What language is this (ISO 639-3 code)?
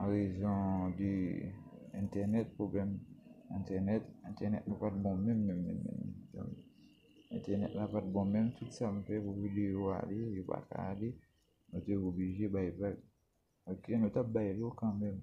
hat